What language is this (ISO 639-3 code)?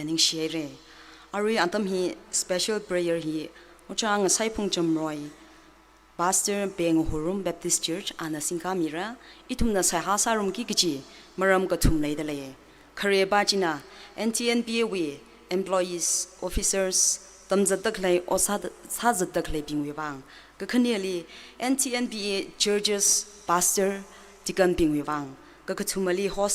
nmf